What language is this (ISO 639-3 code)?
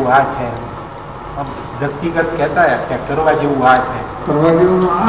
guj